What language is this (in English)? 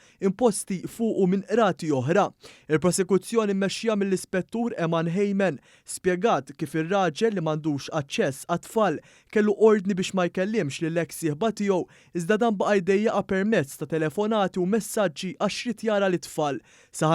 Maltese